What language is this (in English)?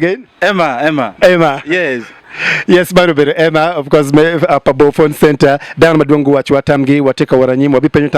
Acoli